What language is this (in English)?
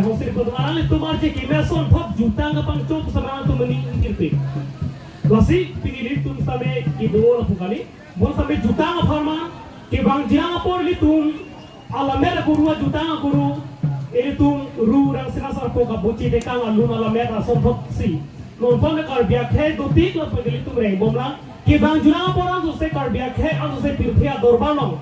Karbi